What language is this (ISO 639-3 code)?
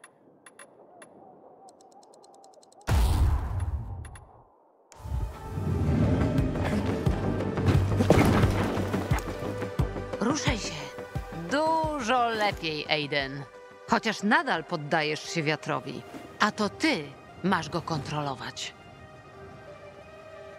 pol